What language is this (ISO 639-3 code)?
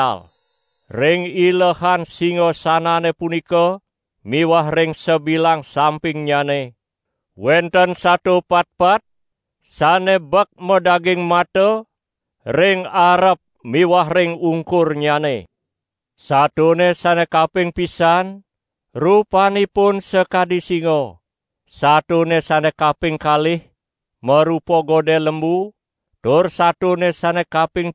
ban